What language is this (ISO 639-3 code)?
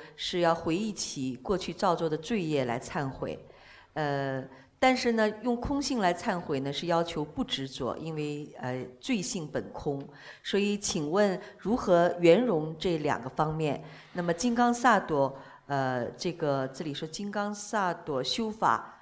zho